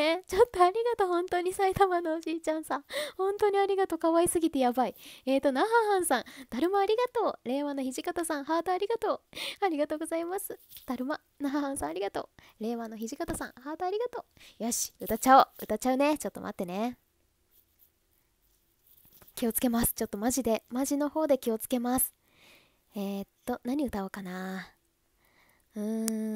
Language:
Japanese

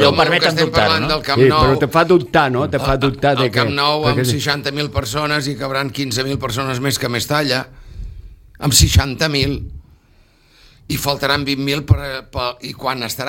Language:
Catalan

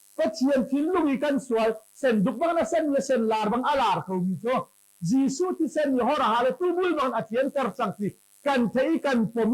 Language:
Hakha Chin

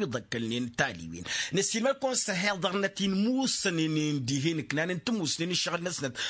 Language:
Tamasheq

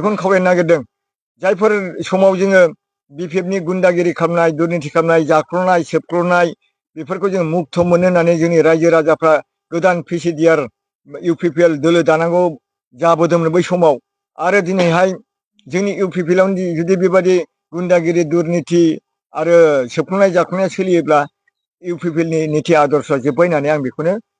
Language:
Bodo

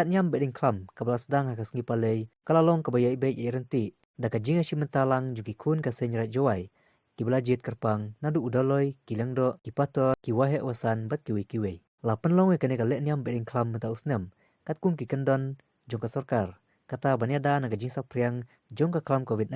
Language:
Khasi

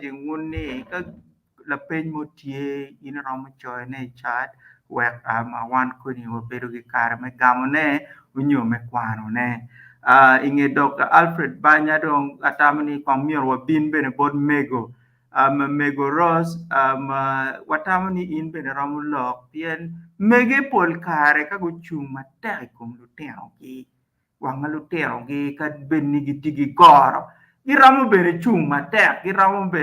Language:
Acoli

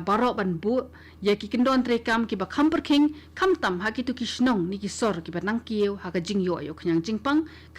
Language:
Khasi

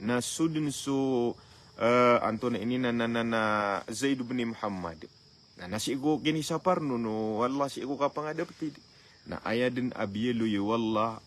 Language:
Maranao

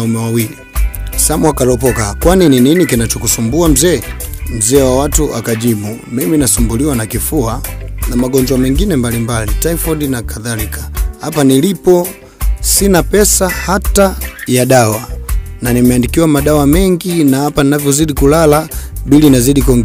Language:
Swahili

